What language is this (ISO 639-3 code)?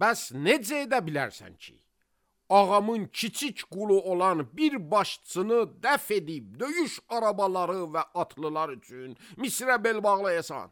aze